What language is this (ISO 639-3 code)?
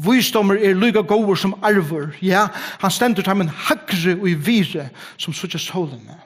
fao